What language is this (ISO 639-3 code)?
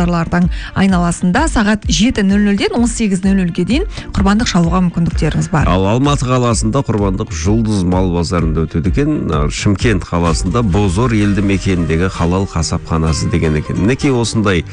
kaz